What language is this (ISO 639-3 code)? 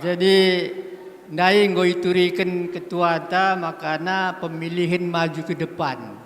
btx